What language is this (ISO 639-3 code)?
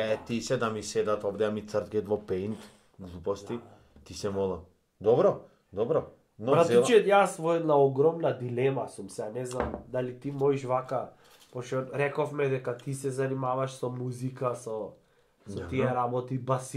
mkd